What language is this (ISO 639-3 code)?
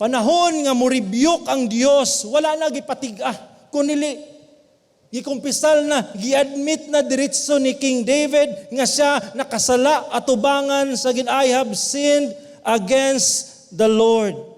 ceb